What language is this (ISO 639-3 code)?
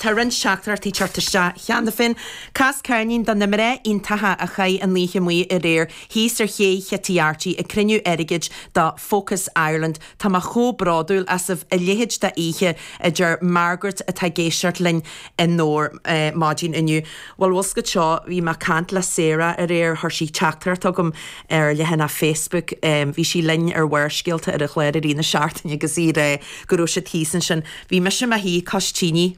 gle